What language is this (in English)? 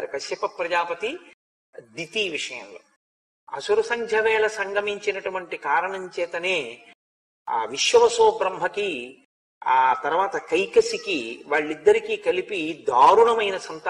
Telugu